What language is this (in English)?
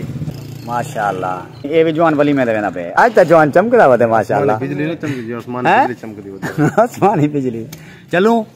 Saraiki